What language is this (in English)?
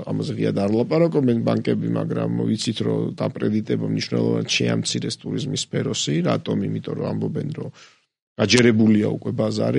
Georgian